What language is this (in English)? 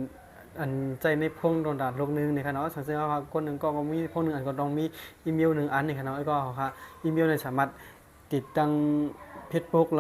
Shan